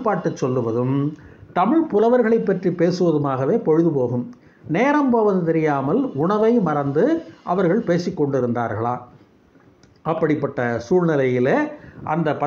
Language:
Tamil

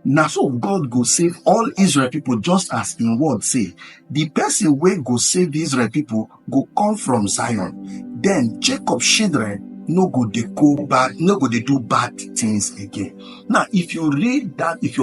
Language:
Nigerian Pidgin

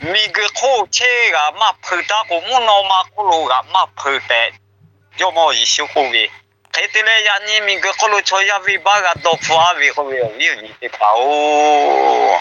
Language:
Lahu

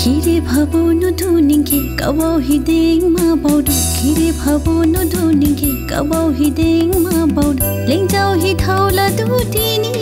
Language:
Dimasa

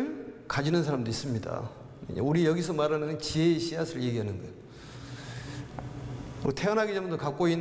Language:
Korean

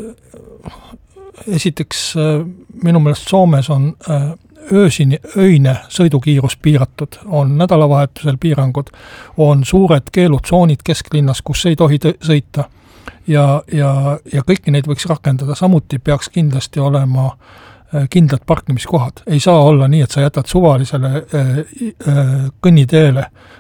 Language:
Estonian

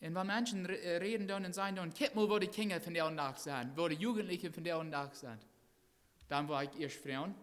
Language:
Plautdietsch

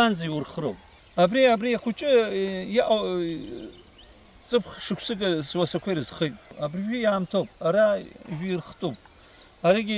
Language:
Abkhazian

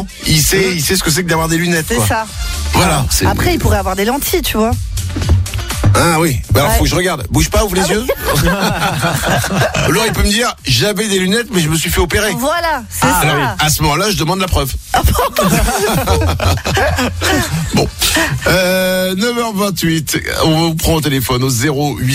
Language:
French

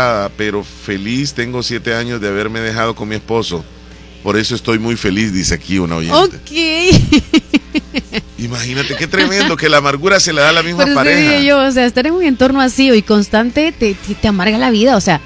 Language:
Spanish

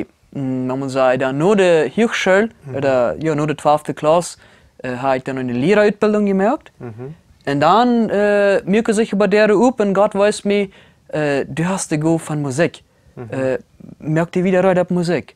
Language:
Plautdietsch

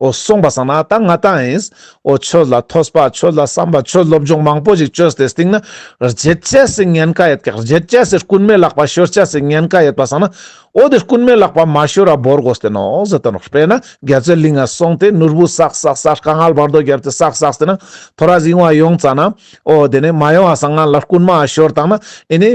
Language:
Ladakhi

